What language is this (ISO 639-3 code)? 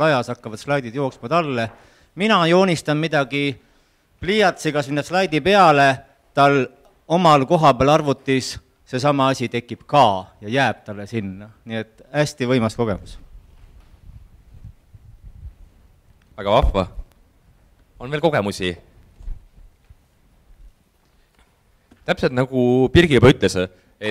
est